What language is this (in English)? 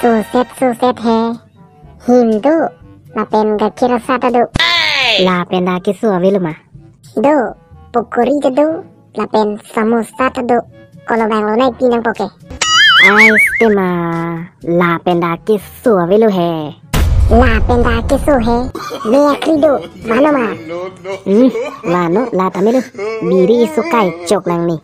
Karbi